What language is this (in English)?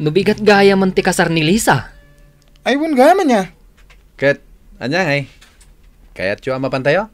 Iloko